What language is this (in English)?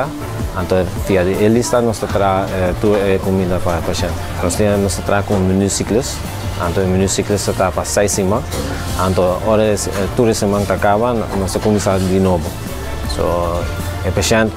Papiamento